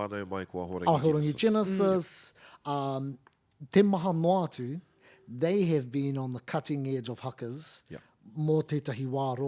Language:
Māori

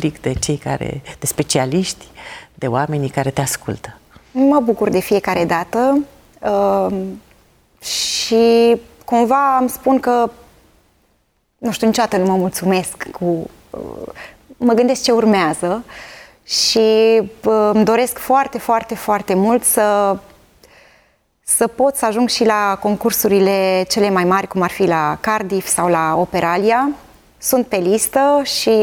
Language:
Romanian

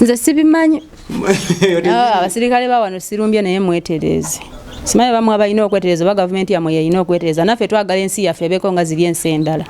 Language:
Ganda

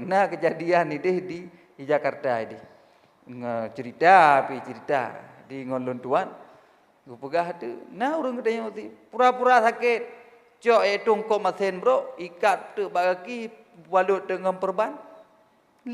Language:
Achinese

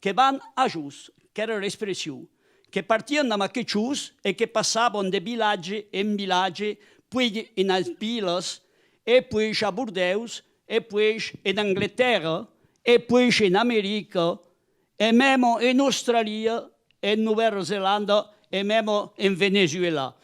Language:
Occitan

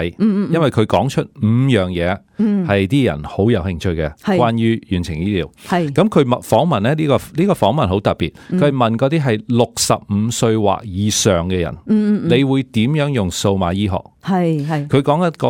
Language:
Cantonese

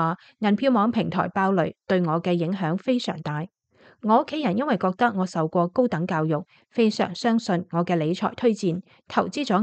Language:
Cantonese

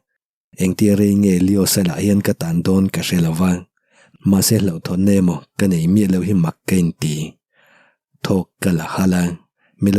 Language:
Mizo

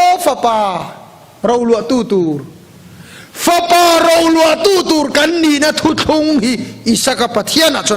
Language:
Mizo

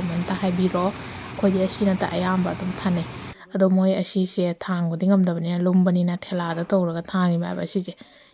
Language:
Manipuri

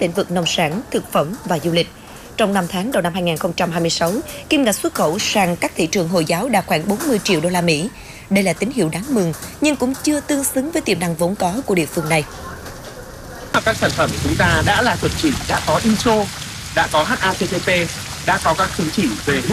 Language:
Vietnamese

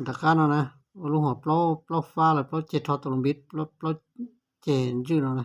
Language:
Hmong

